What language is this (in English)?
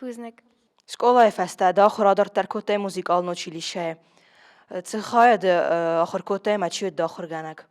Ossetic